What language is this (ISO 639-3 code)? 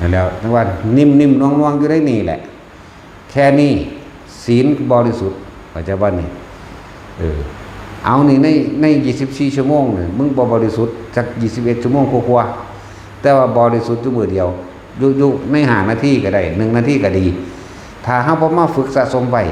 tts